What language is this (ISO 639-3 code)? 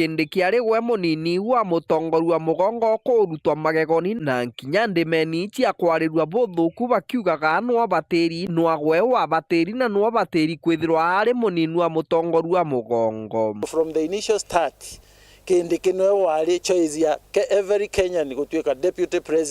mer